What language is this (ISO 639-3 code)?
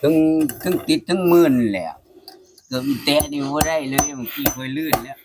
tts